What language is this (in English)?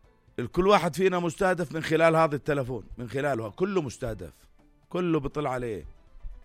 North Levantine Arabic